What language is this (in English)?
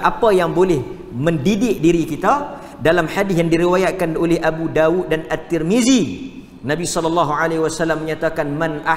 Malay